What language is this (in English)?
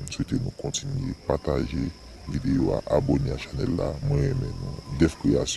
Haitian Creole